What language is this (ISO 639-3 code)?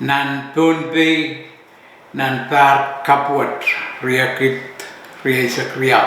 pon